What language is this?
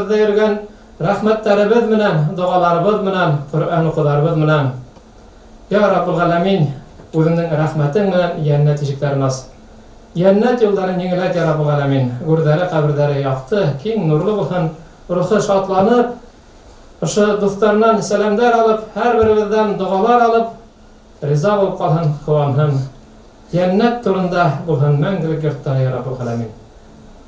Bashkir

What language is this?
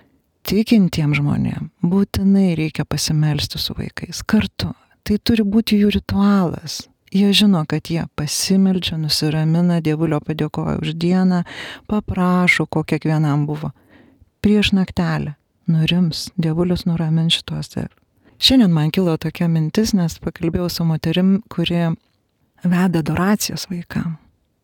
Lithuanian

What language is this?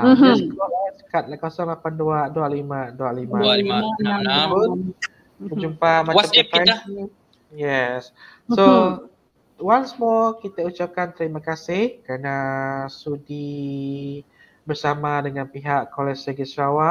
Malay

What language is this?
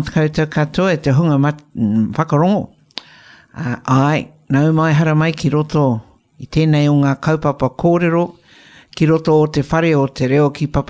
Māori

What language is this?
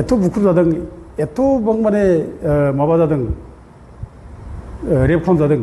Bodo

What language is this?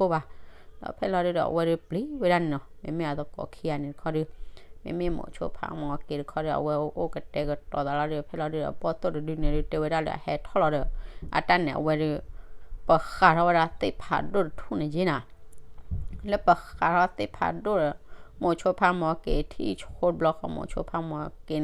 S'gaw Karen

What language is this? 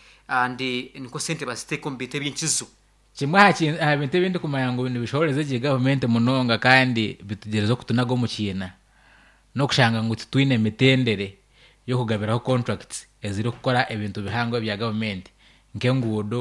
Nyankole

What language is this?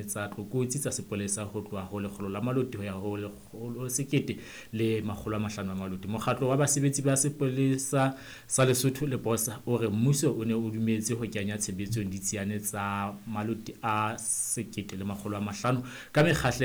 Southern Sotho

